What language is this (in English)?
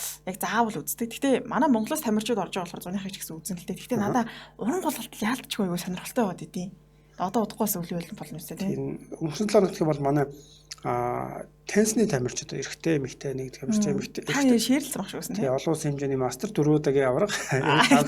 Mongolian